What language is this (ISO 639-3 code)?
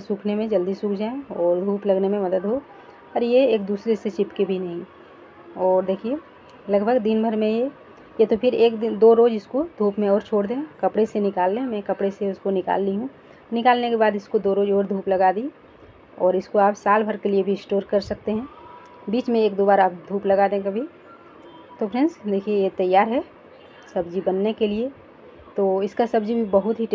hin